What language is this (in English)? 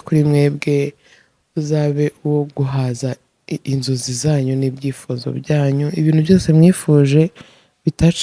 Kinyarwanda